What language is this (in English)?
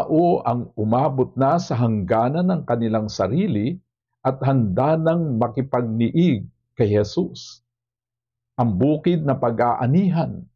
Filipino